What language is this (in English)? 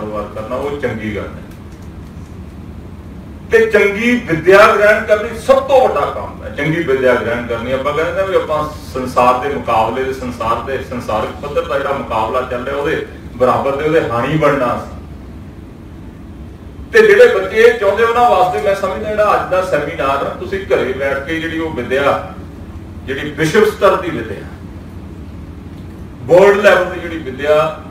Punjabi